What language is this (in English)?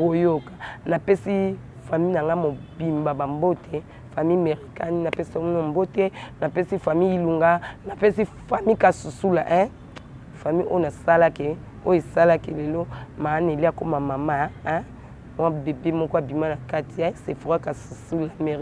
Lingala